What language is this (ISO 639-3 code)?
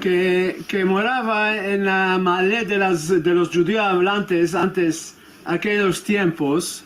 lad